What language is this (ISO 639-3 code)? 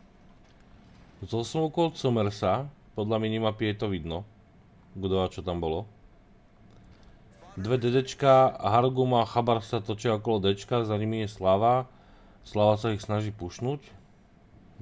slk